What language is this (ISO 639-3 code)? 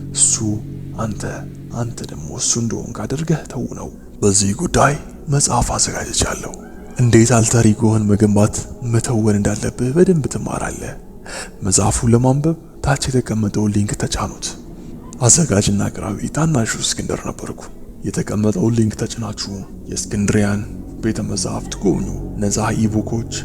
amh